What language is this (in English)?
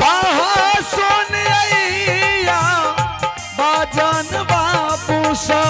Angika